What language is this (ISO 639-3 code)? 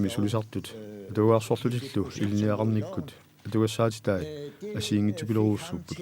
kal